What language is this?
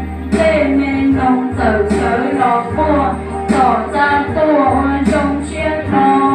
Hmong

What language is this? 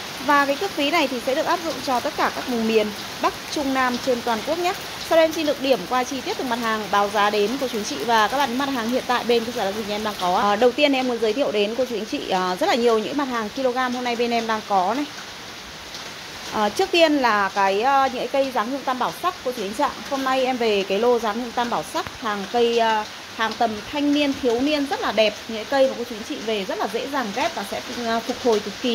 Vietnamese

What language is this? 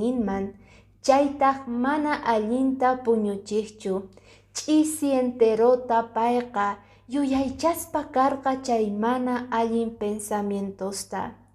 Quechua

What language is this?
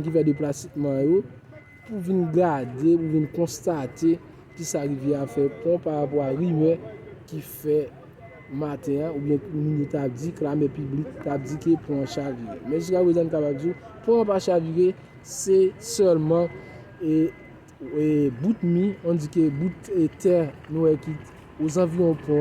Haitian Creole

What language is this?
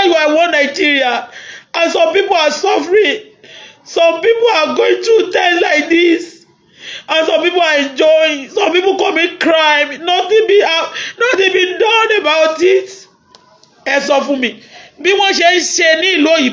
Yoruba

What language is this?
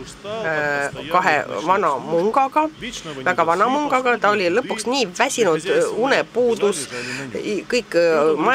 Estonian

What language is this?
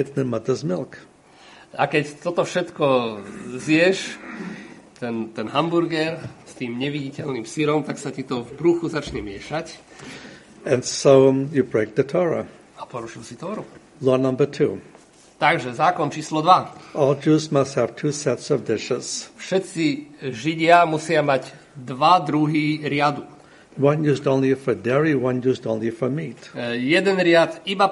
Slovak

